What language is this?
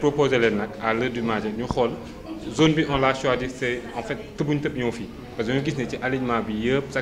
Wolof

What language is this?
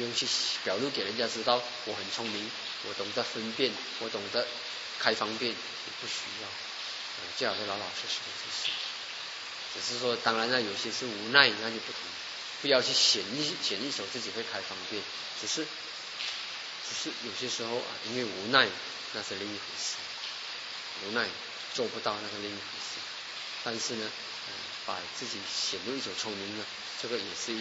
Chinese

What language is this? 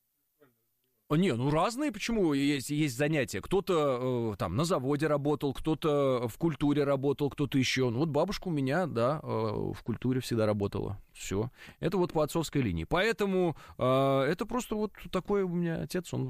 Russian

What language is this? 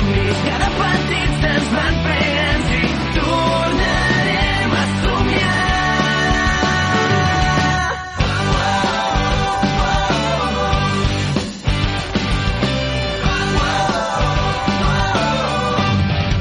Catalan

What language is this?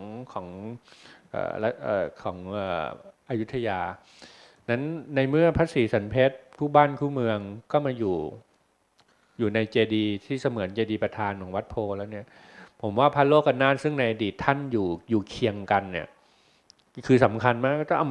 Thai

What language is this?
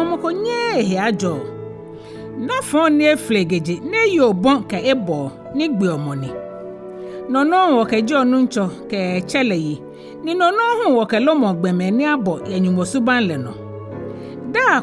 Ga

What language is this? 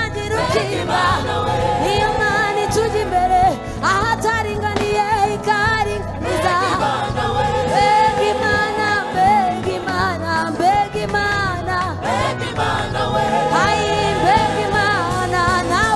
Kinyarwanda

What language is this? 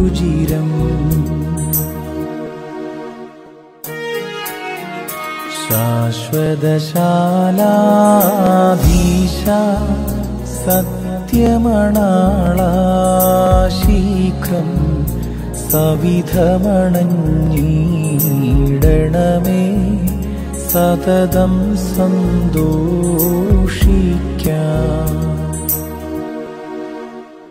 Malayalam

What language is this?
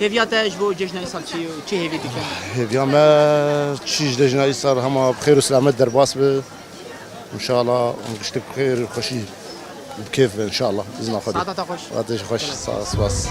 Kurdish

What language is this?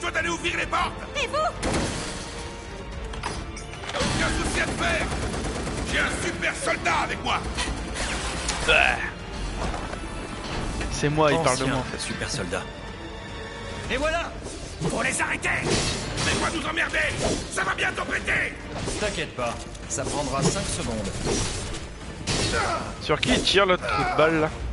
French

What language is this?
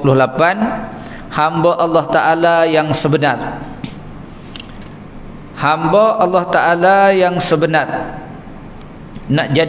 Malay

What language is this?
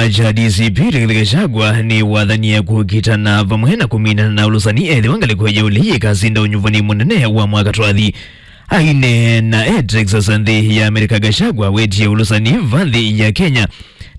Kamba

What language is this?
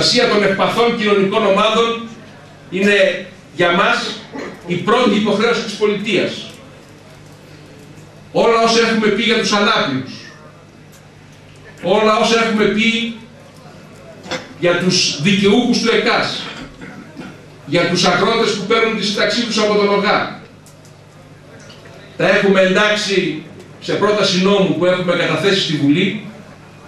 Greek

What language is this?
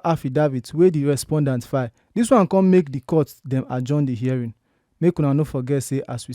Nigerian Pidgin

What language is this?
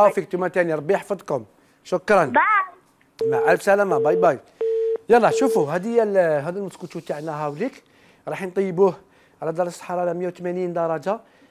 Algerian Arabic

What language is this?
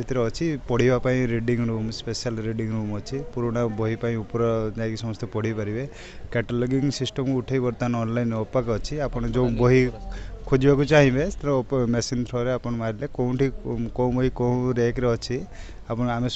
Odia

